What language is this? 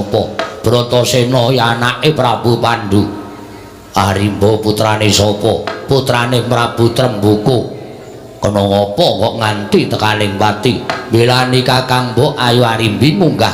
Javanese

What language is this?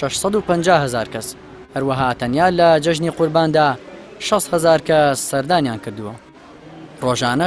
Central Kurdish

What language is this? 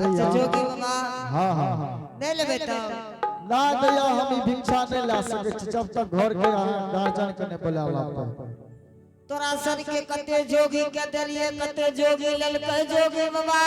Angika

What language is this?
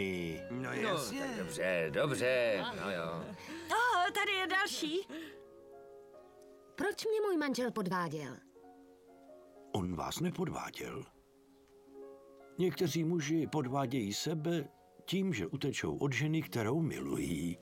Czech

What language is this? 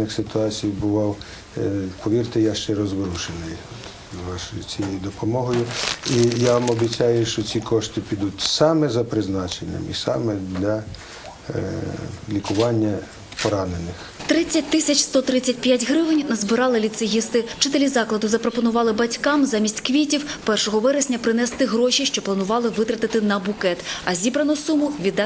Ukrainian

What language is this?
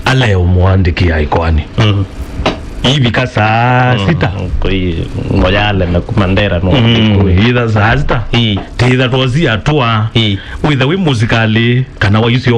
Kamba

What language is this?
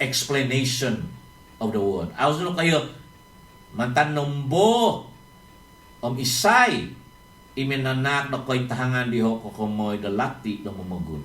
Central Dusun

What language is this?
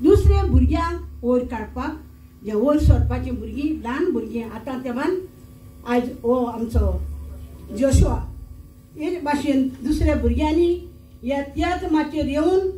Konkani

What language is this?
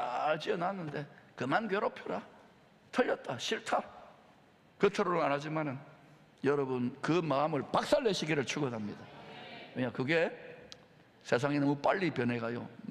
Korean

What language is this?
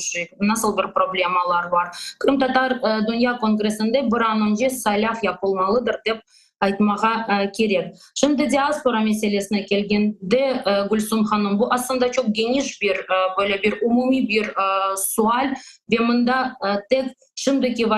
Crimean Tatar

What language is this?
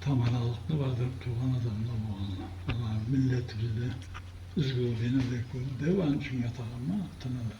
Karachay-Balkar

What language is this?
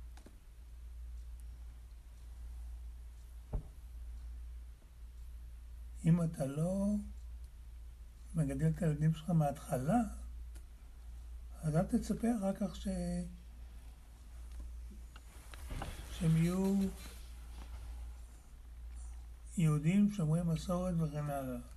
Hebrew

